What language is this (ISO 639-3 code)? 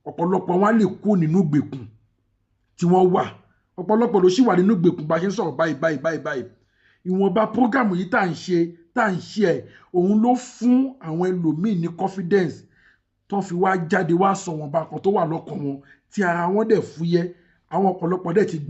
yor